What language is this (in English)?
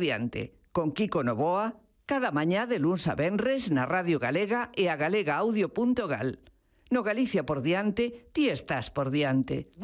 Galician